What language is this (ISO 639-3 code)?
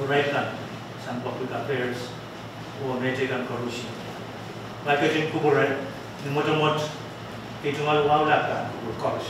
pon